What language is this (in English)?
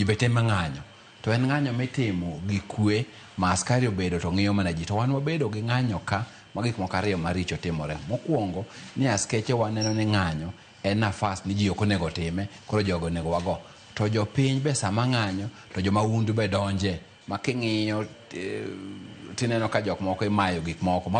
Luo (Kenya and Tanzania)